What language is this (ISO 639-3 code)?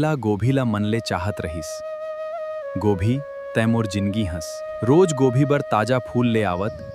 hne